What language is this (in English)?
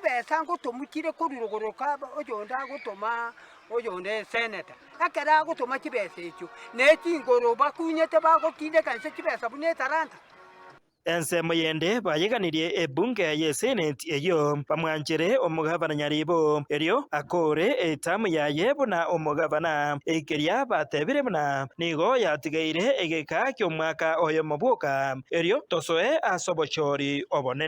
Gusii